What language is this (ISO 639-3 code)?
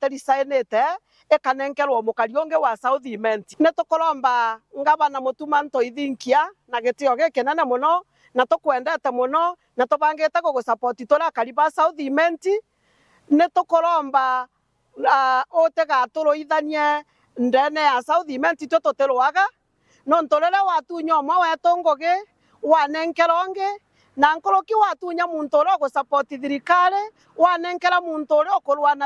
mer